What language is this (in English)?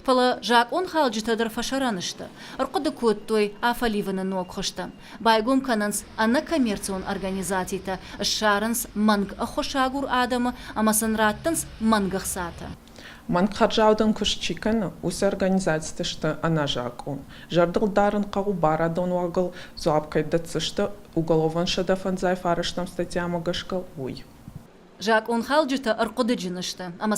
Ossetic